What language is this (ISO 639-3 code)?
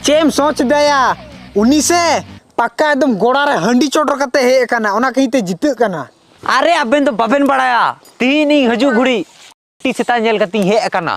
sat